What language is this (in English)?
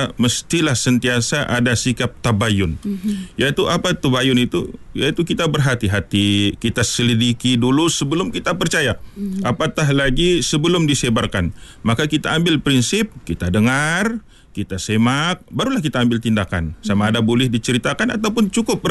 Malay